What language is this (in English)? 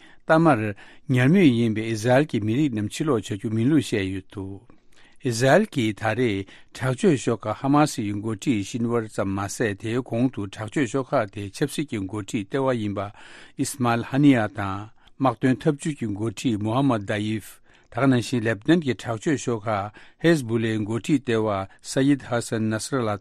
Tibetan